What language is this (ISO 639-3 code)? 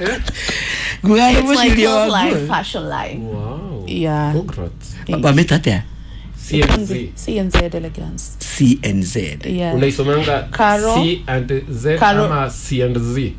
kik